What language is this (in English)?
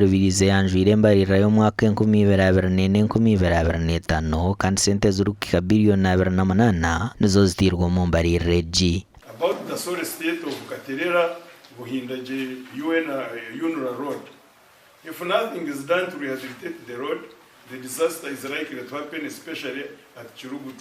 Nyankole